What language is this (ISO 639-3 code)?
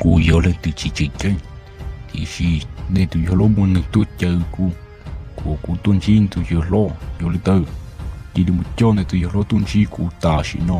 hmn